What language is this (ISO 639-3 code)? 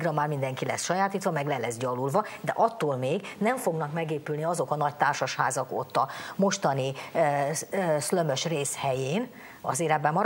hun